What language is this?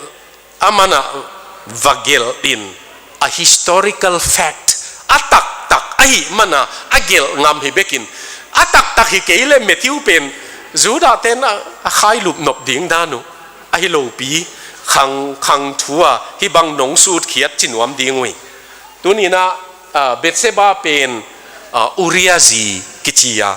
Tedim Chin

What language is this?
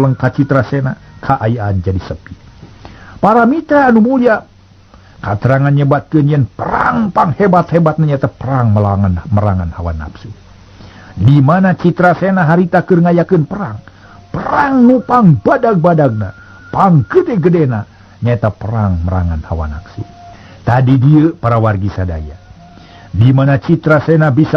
Sundanese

